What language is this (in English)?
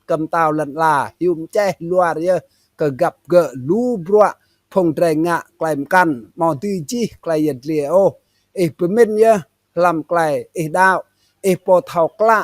Rade